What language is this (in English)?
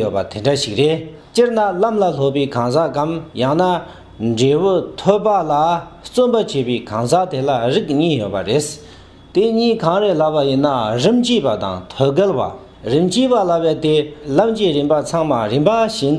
Tibetan